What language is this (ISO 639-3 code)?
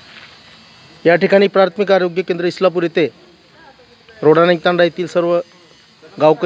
mar